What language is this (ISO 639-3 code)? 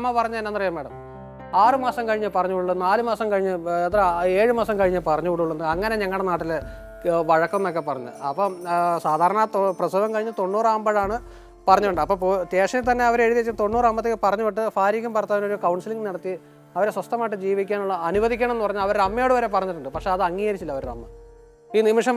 mal